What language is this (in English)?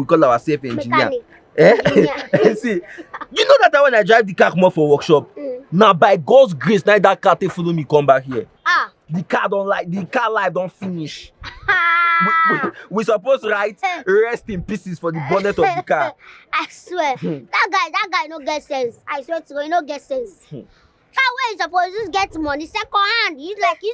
Nigerian Pidgin